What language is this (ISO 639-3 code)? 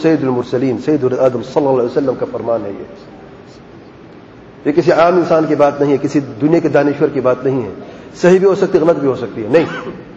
urd